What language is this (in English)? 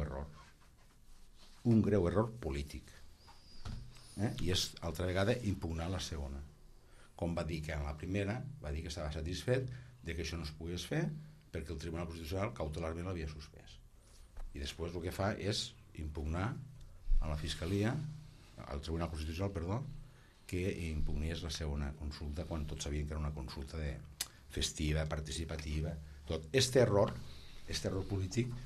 Catalan